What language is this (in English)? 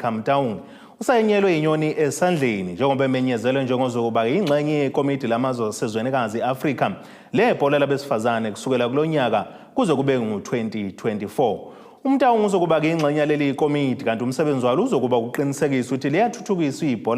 Zulu